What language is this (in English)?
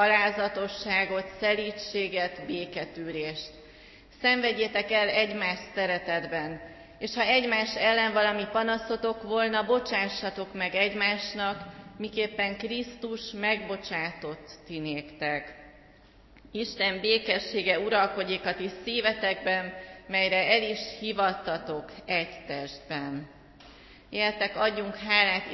Hungarian